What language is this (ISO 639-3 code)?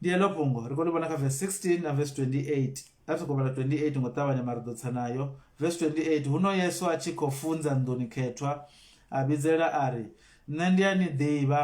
ven